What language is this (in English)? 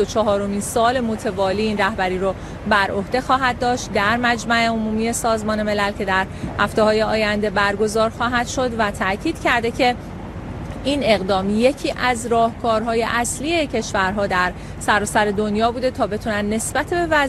Persian